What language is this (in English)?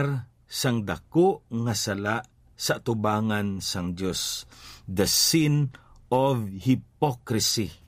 Hiligaynon